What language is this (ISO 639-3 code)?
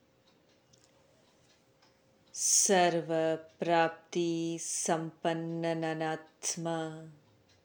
kan